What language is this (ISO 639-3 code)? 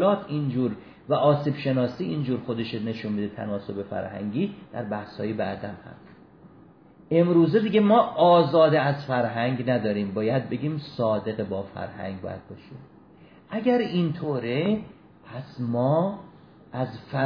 fas